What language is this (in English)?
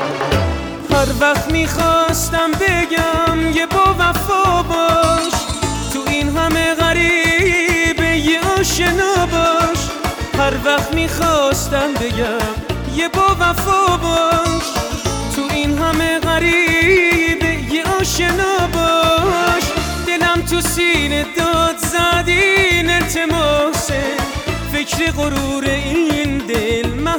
Persian